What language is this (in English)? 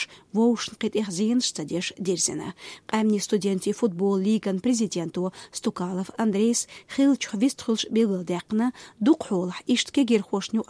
Chechen